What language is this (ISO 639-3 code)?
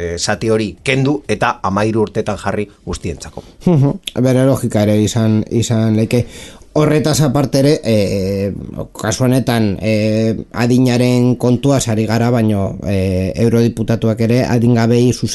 eus